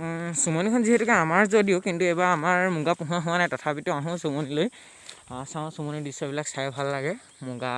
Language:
Assamese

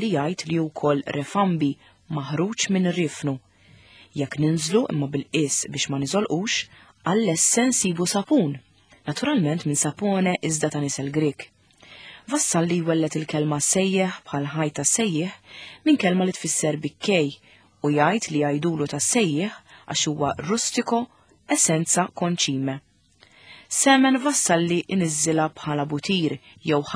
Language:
Maltese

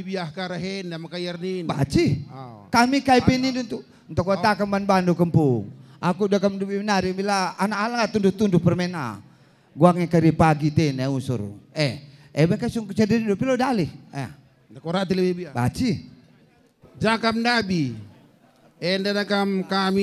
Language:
Batak Karo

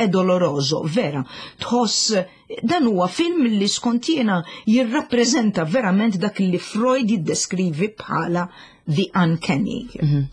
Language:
Maltese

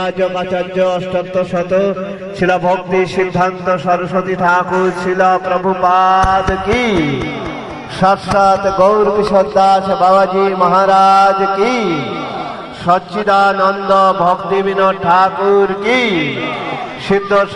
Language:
Bangla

